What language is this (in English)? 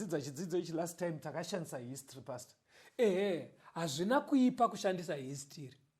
Shona